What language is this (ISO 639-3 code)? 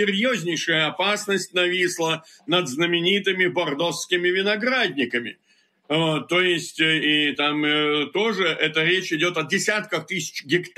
rus